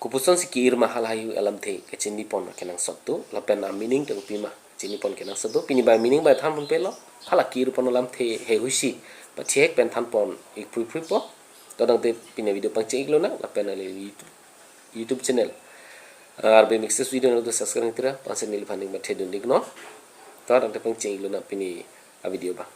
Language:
Karbi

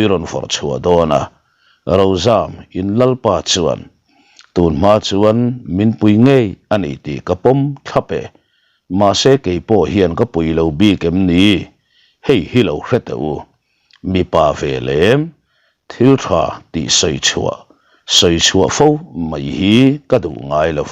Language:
Mizo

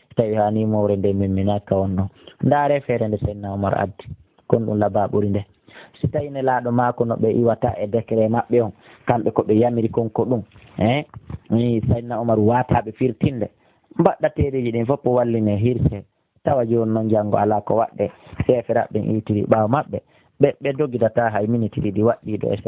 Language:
Pular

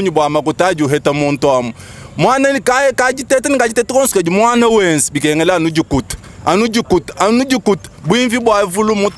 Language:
Luba-Lulua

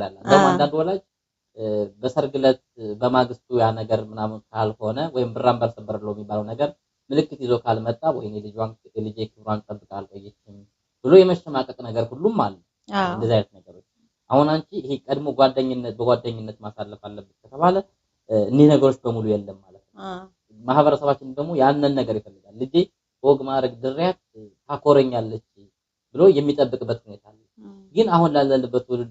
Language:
Amharic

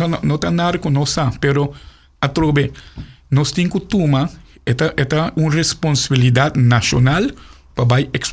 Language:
Papiamento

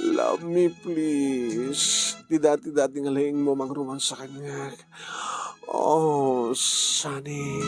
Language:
Iloko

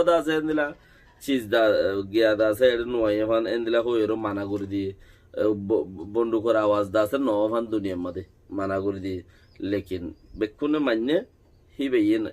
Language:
Rohingya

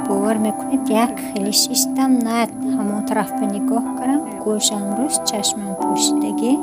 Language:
Tajik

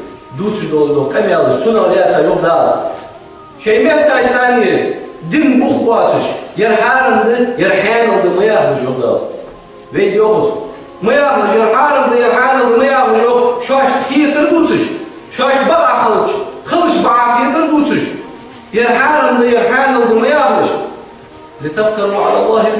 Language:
Ingush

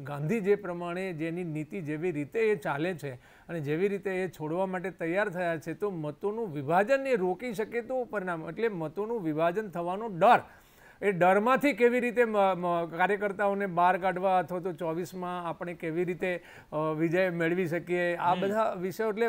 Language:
Gujarati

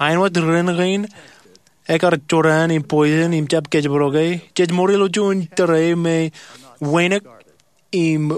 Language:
Marshallese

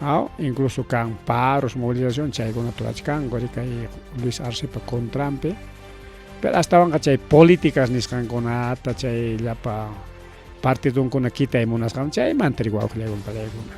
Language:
Ayacucho Quechua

